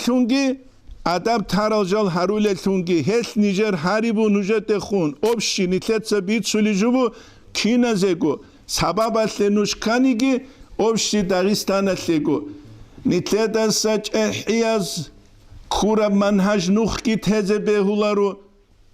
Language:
Avaric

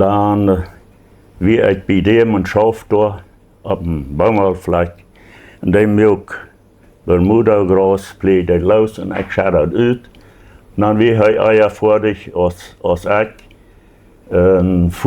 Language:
Plautdietsch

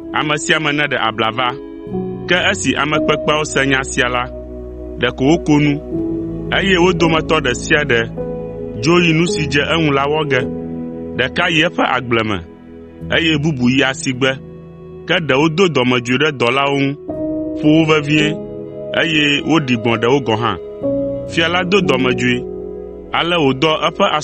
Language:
Ewe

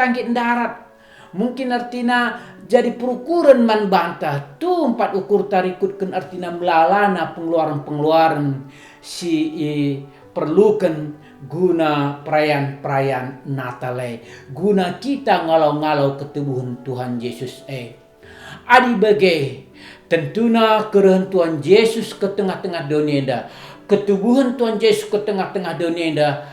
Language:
Batak Karo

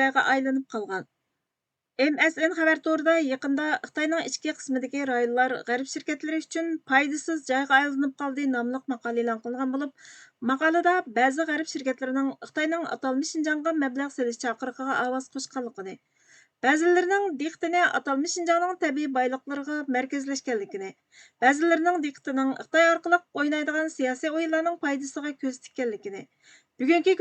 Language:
Uyghur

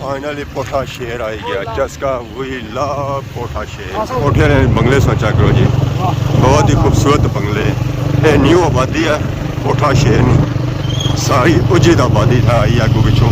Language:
Pahari-Potwari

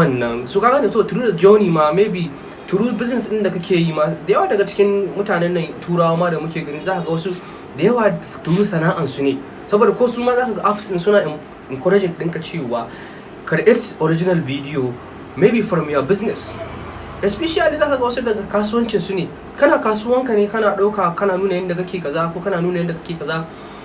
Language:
Hausa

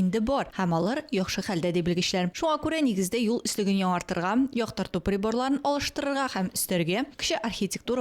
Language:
Tatar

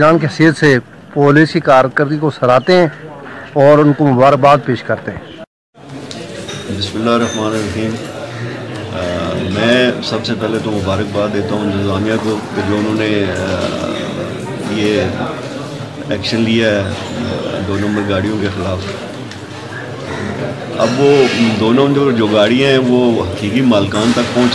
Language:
Urdu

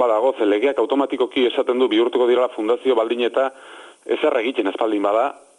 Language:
Basque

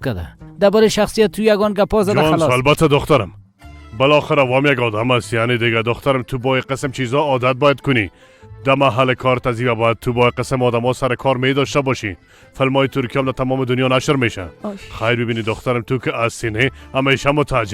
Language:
Persian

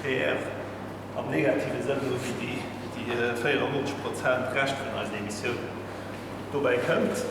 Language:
Luxembourgish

